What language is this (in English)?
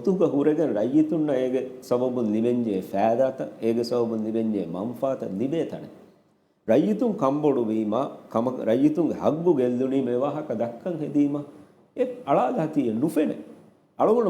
Divehi